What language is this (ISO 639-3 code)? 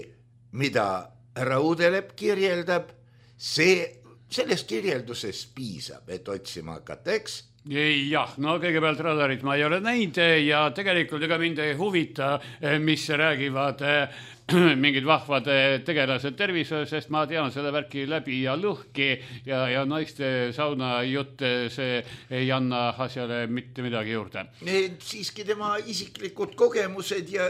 est